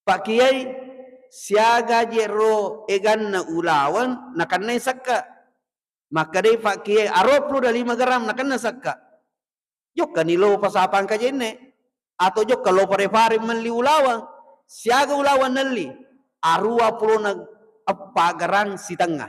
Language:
Buginese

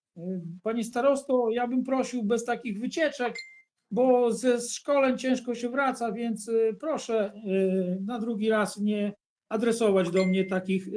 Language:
Polish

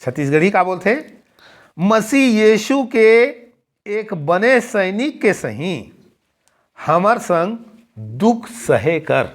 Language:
Chhattisgarhi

